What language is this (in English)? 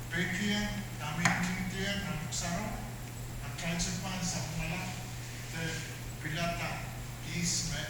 Pohnpeian